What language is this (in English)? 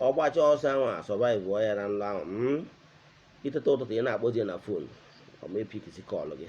Igbo